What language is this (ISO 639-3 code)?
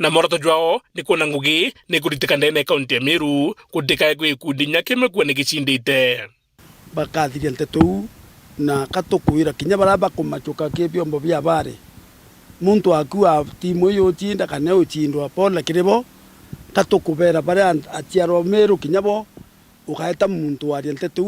mer